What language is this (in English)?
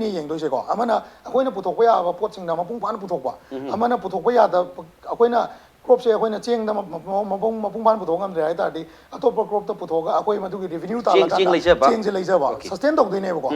Manipuri